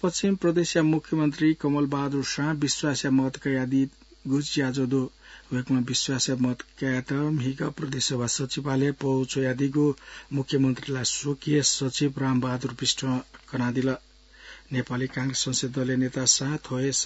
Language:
Newari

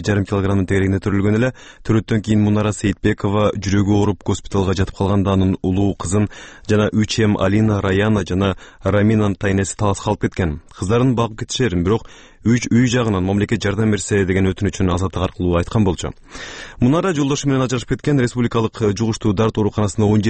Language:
Kyrgyz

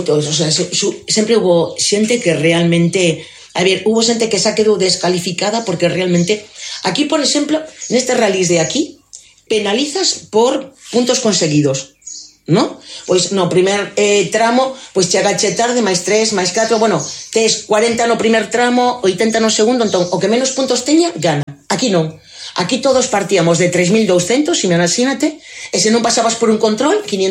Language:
Galician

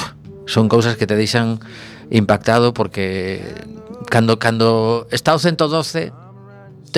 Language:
Galician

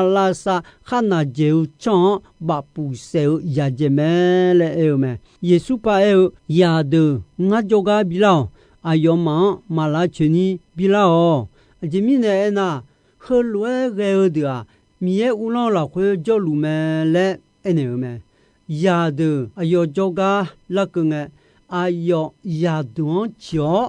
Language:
Akha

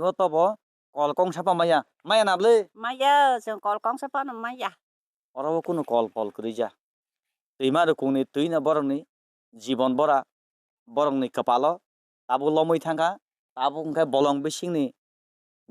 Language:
Kok Borok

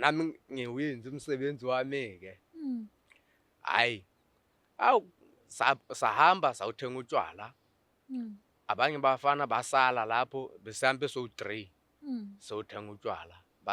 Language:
Zulu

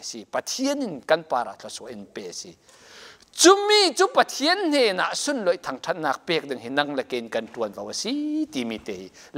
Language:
Falam Chin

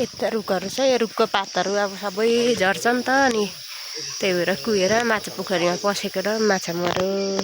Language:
Nepali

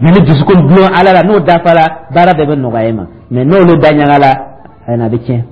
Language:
Dyula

